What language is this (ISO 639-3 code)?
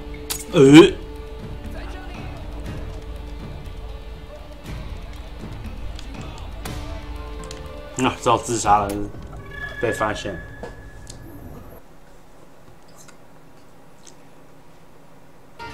zho